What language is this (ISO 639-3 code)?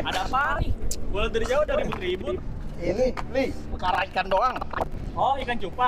bew